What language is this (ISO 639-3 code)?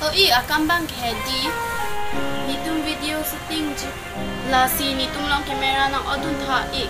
mjw